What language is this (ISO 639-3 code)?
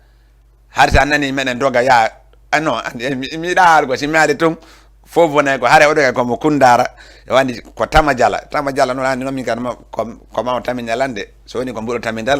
ful